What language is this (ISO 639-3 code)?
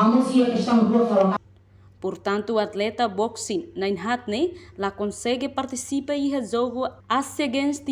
tet